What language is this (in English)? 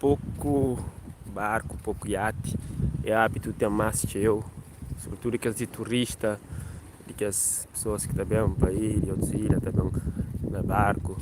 Kabuverdianu